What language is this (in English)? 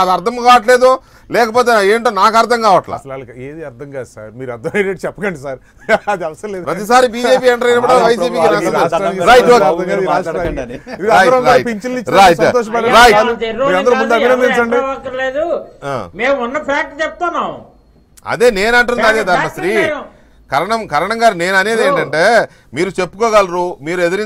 Telugu